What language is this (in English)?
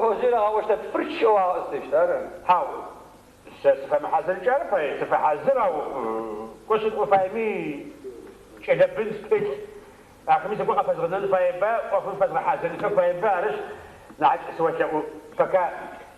Adyghe